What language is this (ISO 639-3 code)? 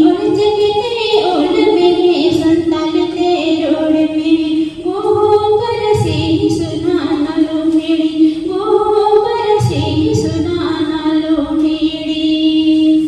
sat